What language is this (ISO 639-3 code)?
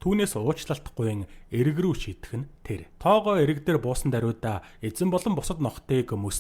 mon